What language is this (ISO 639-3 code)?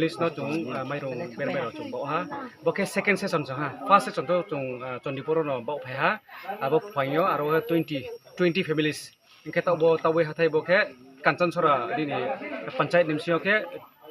ria